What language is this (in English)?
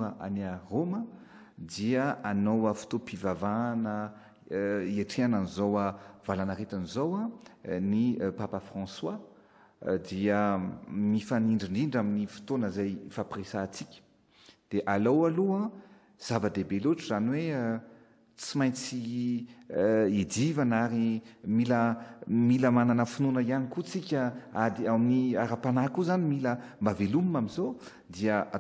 Malagasy